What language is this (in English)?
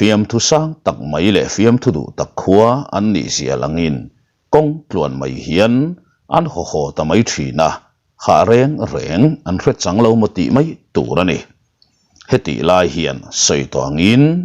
Mizo